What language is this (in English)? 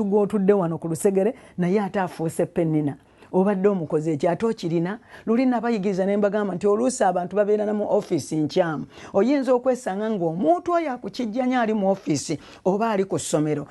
Ganda